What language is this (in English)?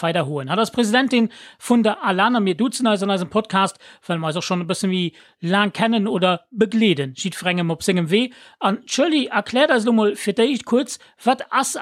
Luxembourgish